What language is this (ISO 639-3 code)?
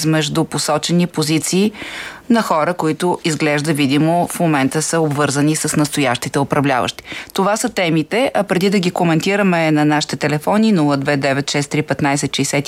bul